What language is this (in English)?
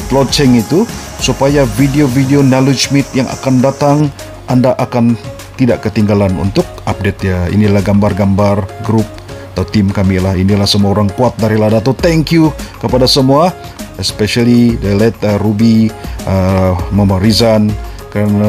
Malay